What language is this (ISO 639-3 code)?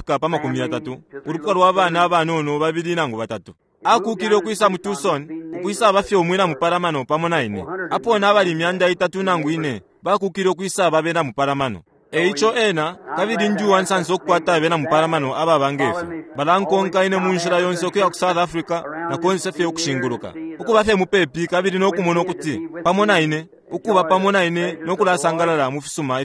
bem